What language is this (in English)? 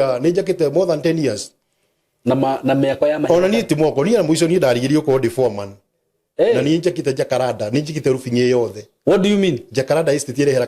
Kikuyu